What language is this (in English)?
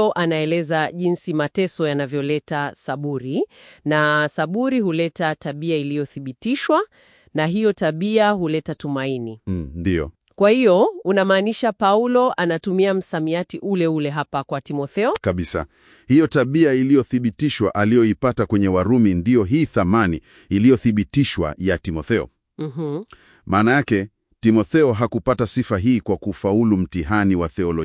Swahili